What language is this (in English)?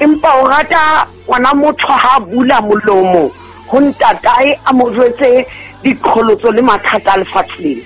Southern Sotho